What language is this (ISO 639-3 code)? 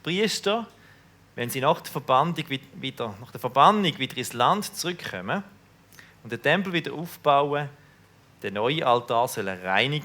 gsw